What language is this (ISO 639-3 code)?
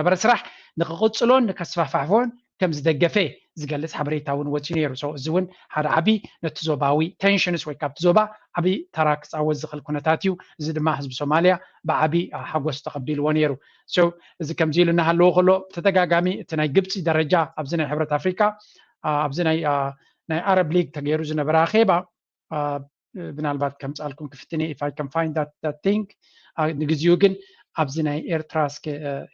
tir